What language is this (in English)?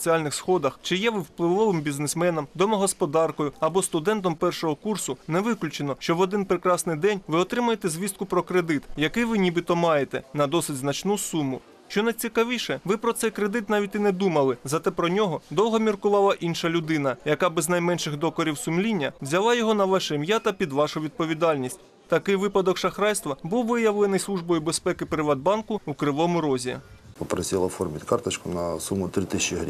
Ukrainian